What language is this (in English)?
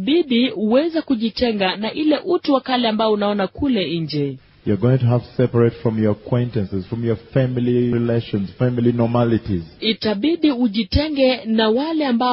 Swahili